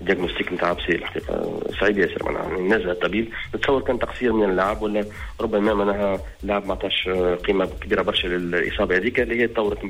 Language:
Tunisian Arabic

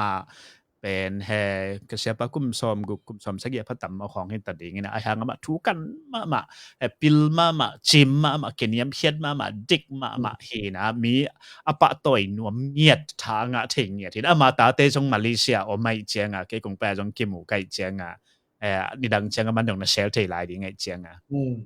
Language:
Tedim Chin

